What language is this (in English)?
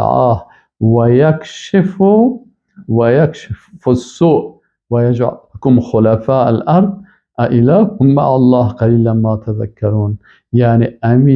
Persian